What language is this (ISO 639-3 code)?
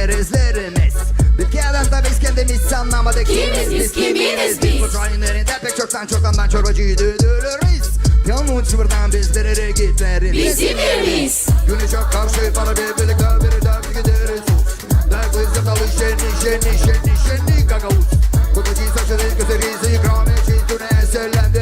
gag